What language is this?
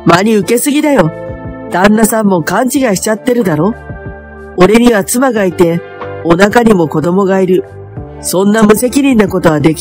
Japanese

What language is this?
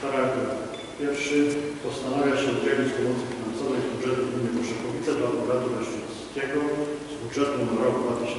Polish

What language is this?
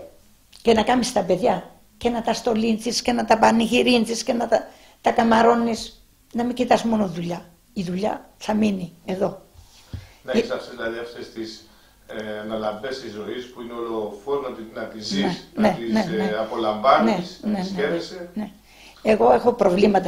Greek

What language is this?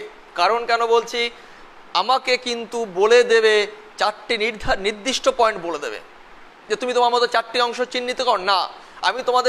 Bangla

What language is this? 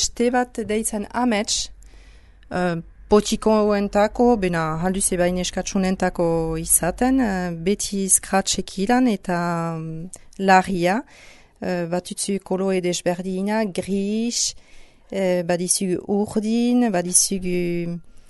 Basque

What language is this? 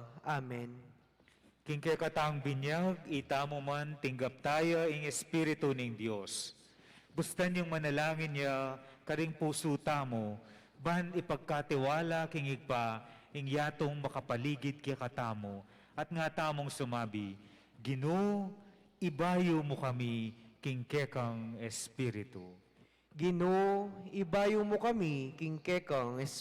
Pampanga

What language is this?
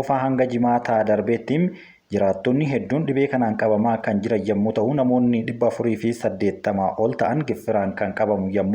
Oromo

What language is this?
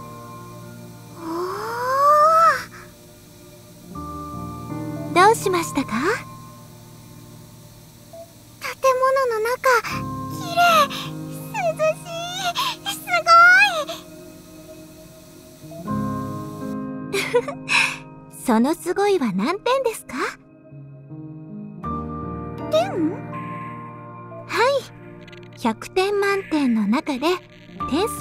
Japanese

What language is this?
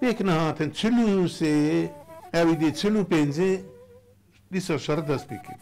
Kurdish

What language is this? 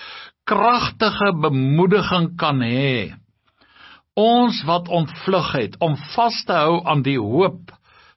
Afrikaans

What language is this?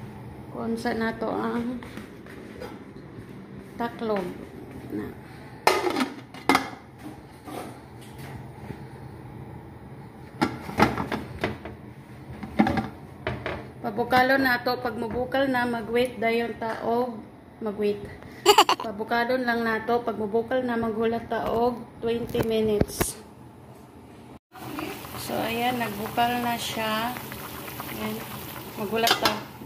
Cebuano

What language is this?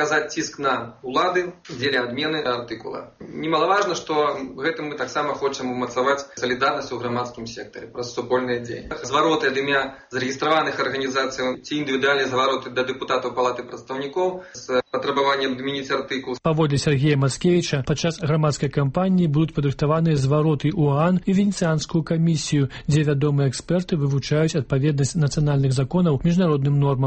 Belarusian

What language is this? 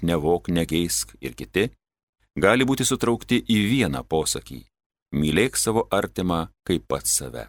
Lithuanian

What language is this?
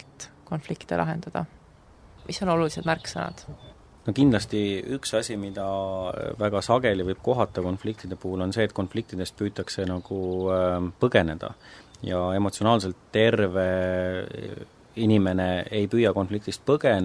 Estonian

